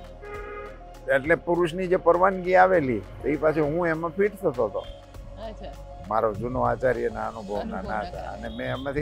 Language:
Gujarati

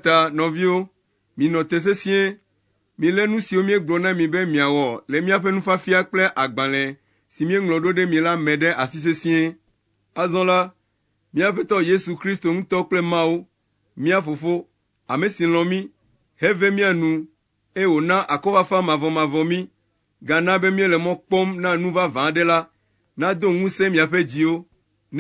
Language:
Ewe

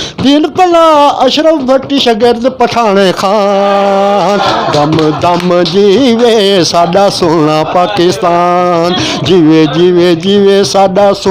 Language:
Saraiki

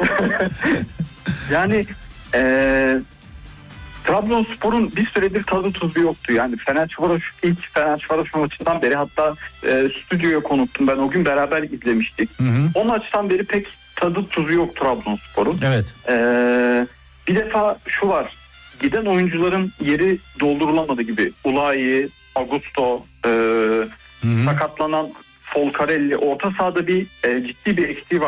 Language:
Turkish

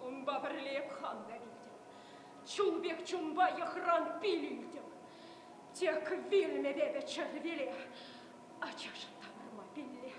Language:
Chuvash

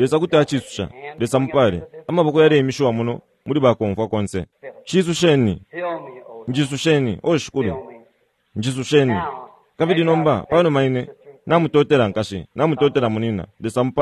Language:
Bemba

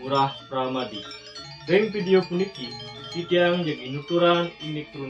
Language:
Balinese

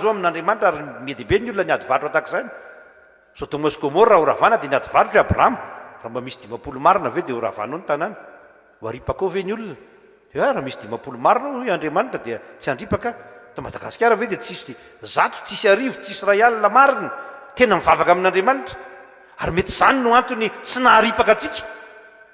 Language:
Malagasy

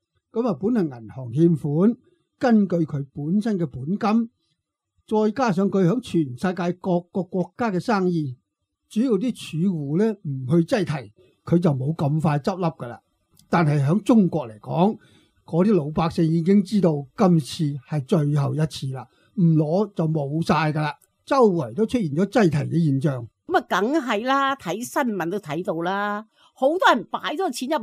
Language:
Cantonese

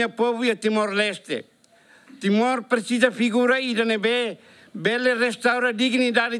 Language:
Tetum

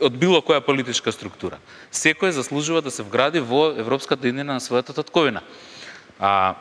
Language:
Macedonian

